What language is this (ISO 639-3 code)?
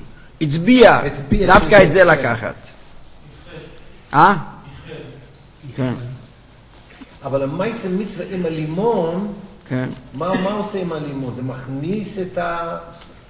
heb